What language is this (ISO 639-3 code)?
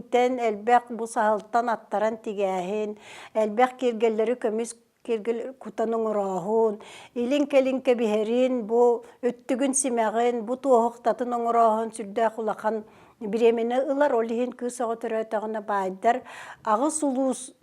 sah